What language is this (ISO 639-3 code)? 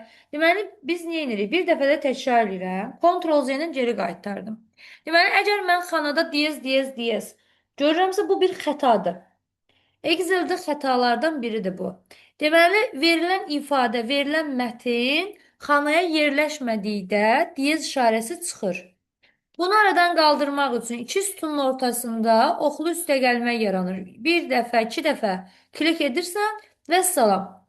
aze